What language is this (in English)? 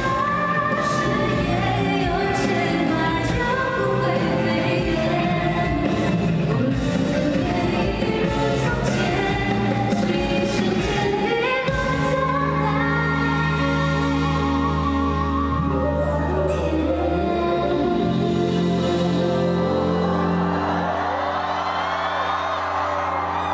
Chinese